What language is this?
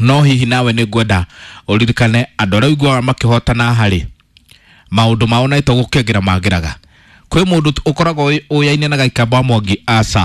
Kikuyu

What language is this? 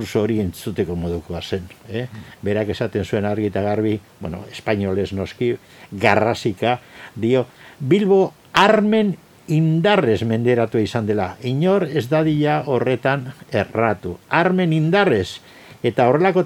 Basque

